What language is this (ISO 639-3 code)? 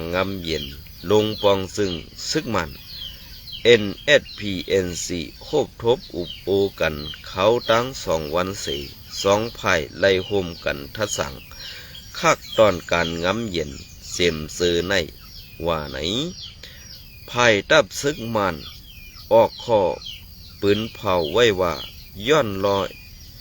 shn